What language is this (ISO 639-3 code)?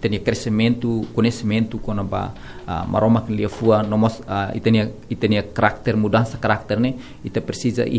tet